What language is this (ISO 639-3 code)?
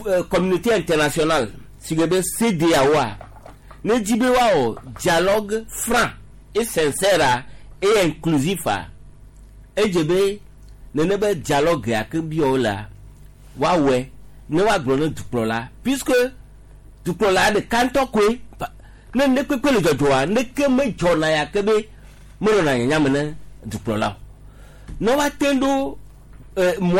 gej